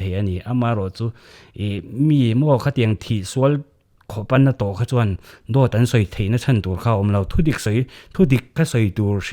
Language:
Mizo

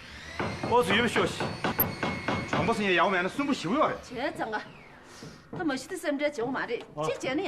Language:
Tibetan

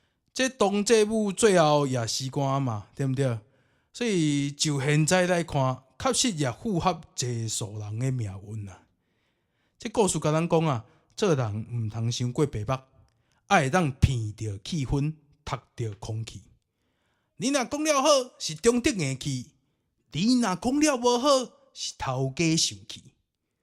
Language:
Min Nan Chinese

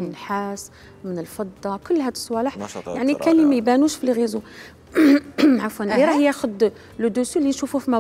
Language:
Algerian Arabic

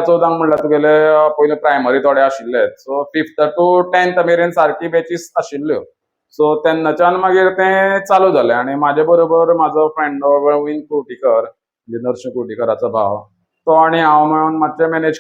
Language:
Konkani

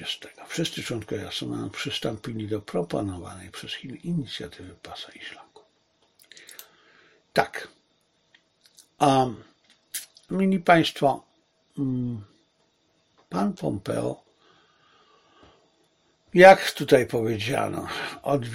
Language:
Polish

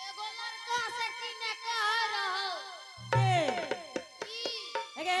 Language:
Angika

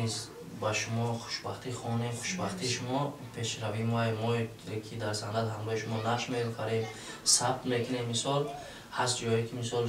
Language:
Tajik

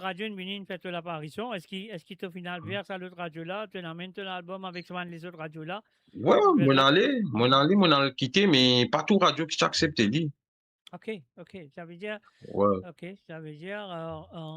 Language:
Morisyen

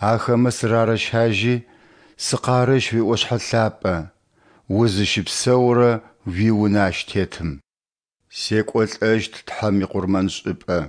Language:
Adyghe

